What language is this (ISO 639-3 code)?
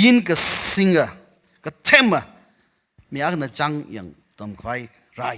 nmf